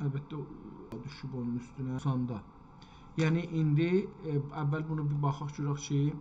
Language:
South Azerbaijani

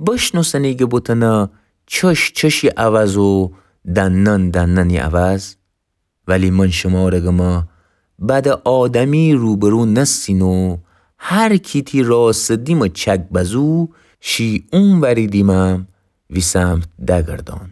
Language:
Gilaki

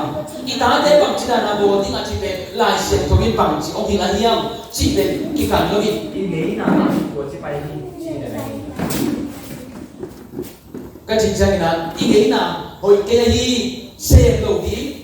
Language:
Tedim Chin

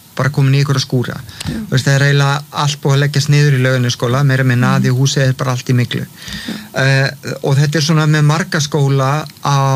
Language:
Icelandic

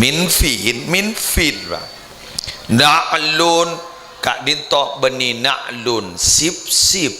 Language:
Madurese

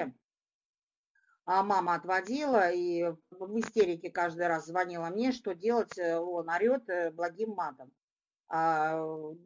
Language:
Russian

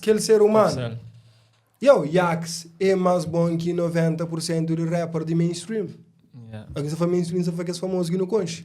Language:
Kabuverdianu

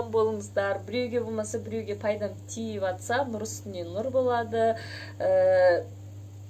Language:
Kazakh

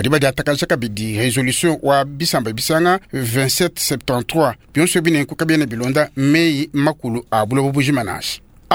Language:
Luba-Lulua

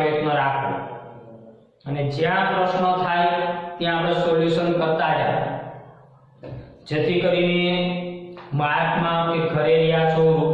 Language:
Gujarati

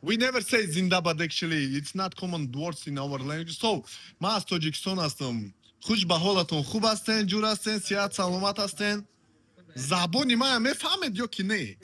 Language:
Tajik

